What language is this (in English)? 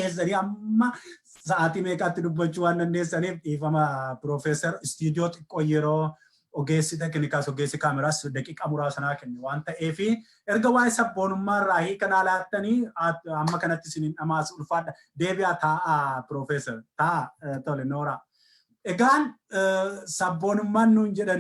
Oromo